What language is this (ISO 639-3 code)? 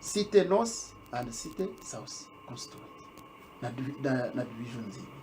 nyn